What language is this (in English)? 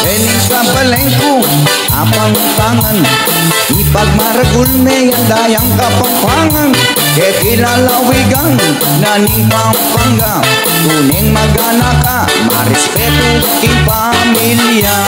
Pampanga